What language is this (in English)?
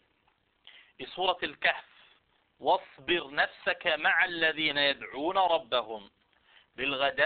Danish